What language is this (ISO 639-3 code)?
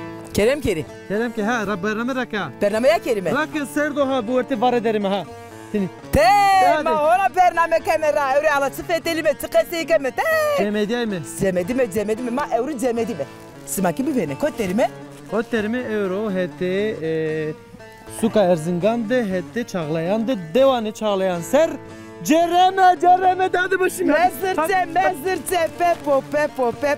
zza